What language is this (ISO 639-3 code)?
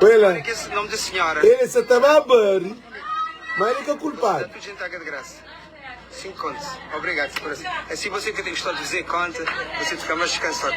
kea